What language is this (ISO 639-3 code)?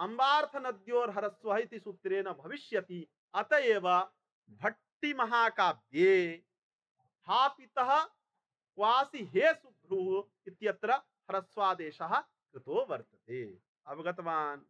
san